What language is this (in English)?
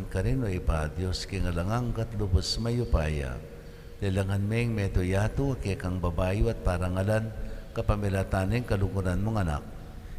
Pampanga